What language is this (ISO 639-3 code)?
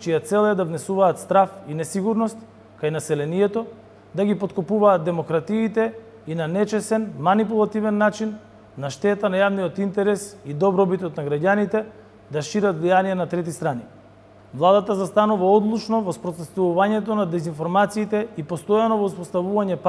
mkd